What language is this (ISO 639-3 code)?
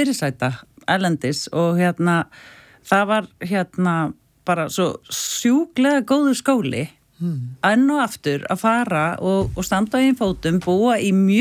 isl